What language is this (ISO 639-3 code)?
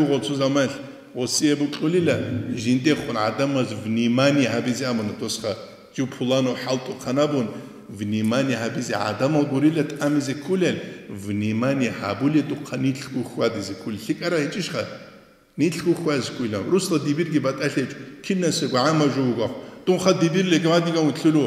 ava